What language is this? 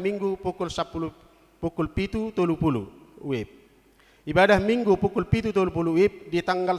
Batak Toba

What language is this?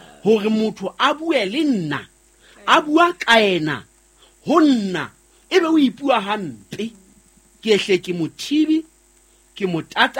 Southern Sotho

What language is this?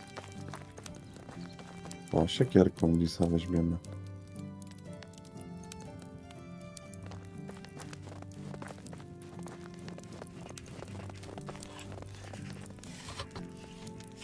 Polish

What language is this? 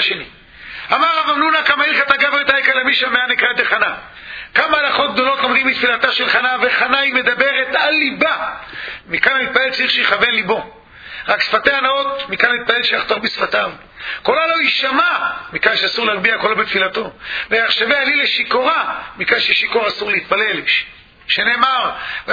Hebrew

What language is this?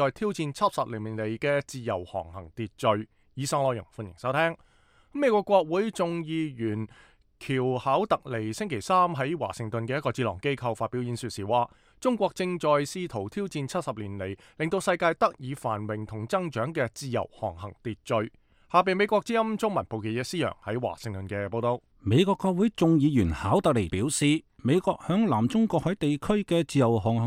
Cantonese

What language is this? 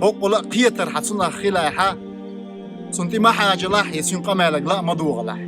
Chechen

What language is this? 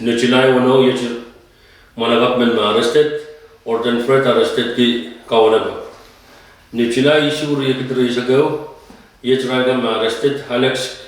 Pohnpeian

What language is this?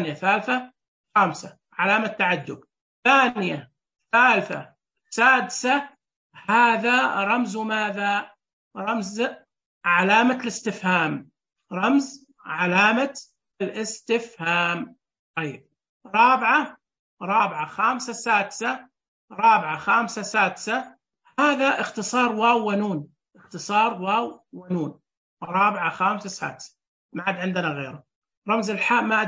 Najdi Arabic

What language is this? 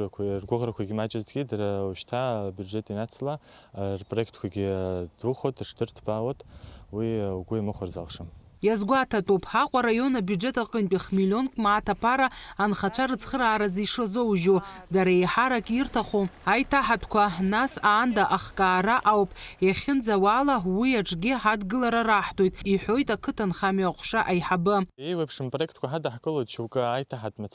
Abkhazian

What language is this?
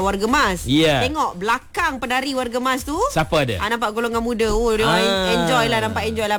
Malay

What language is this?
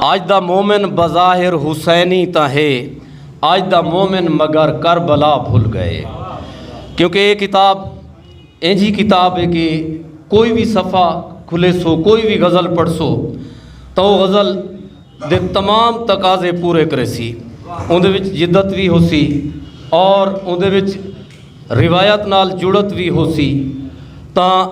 Saraiki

